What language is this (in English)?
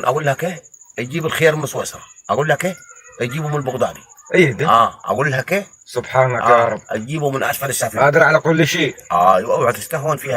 Egyptian Arabic